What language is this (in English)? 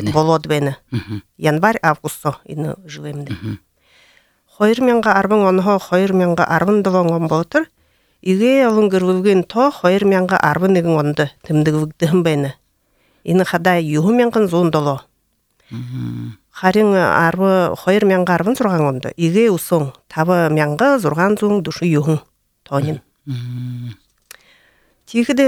Buriat